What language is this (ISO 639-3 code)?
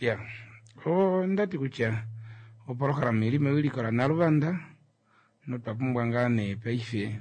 kua